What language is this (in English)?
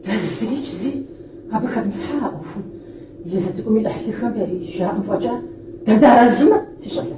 Kabardian